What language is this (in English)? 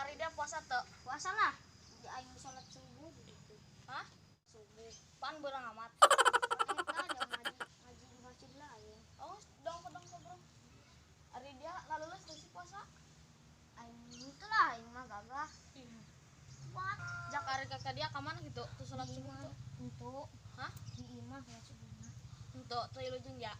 Sundanese